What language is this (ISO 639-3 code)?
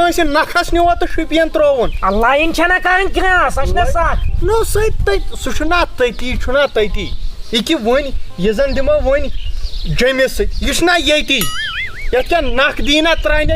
kas